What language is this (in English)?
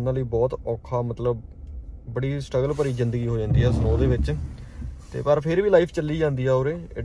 Punjabi